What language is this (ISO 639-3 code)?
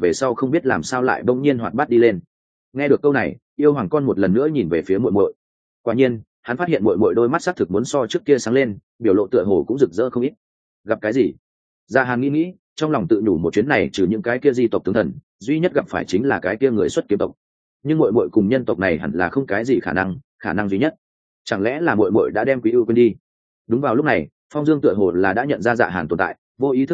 vie